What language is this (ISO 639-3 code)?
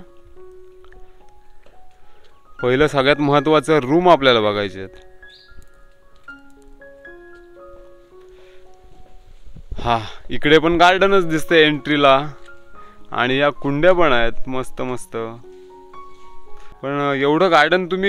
mar